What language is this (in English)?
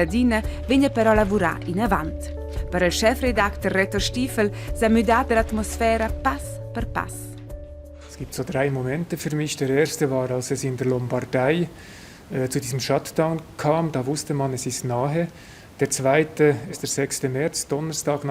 Romansh